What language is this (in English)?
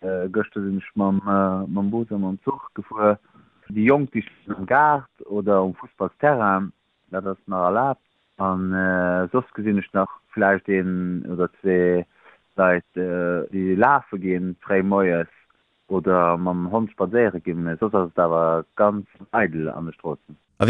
Luxembourgish